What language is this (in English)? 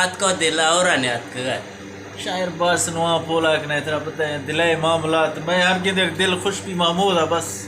Eastern Balochi